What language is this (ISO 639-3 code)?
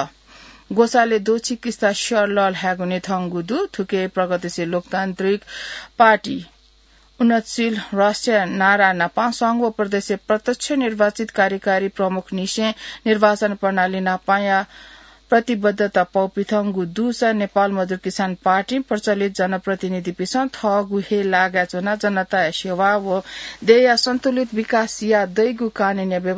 new